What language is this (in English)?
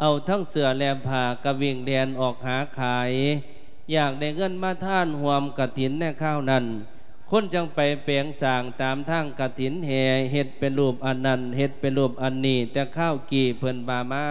Lao